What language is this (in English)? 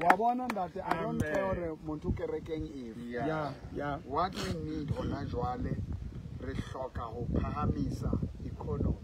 Southern Sotho